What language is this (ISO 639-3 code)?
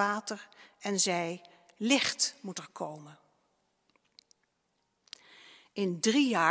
nld